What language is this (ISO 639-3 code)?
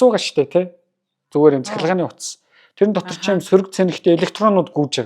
mon